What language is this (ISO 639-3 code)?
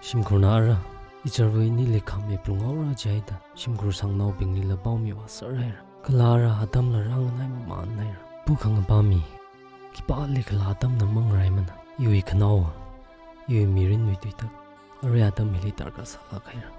nmf